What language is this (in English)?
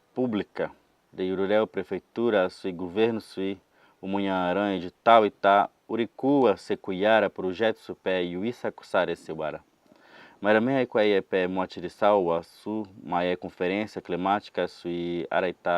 Nheengatu